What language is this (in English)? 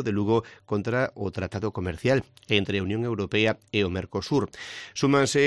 Galician